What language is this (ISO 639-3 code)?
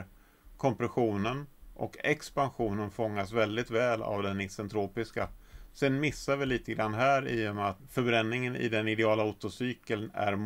swe